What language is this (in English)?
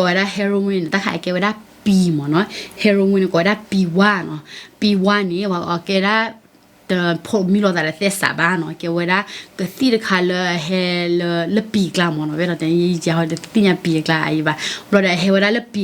S'gaw Karen